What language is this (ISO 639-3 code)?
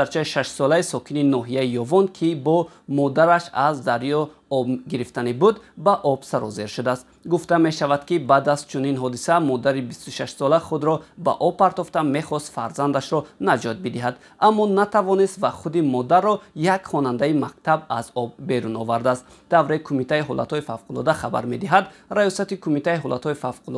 tgk